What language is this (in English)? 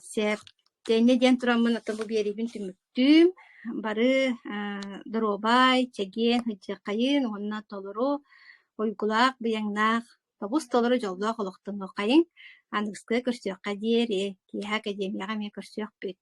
Yakut